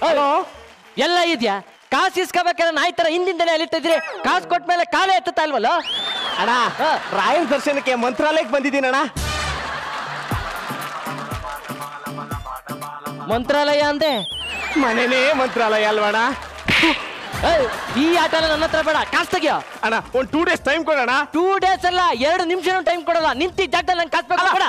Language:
Kannada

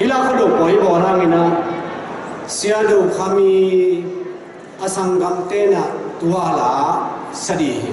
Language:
Tedim Chin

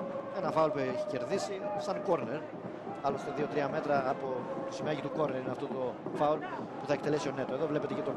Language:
Greek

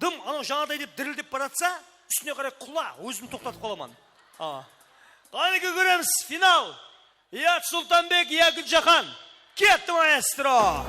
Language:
Kara-Kalpak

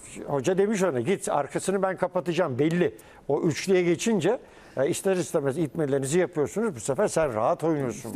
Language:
Turkish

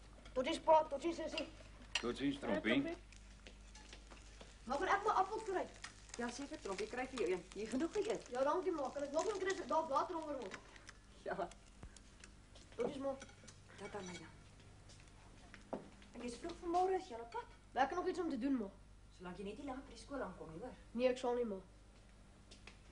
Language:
Afrikaans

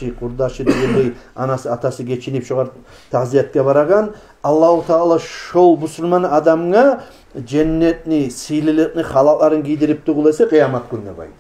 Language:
Kumyk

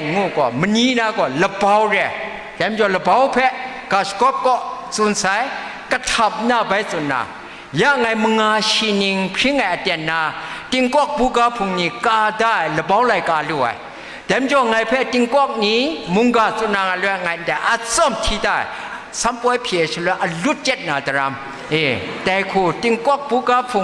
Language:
Kachin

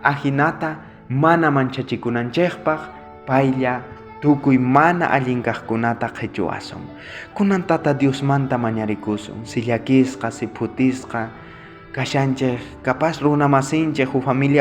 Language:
South Bolivian Quechua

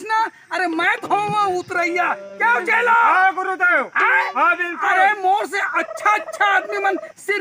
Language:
Chhattisgarhi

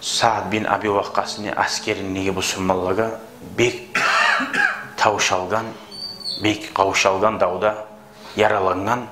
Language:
Kumyk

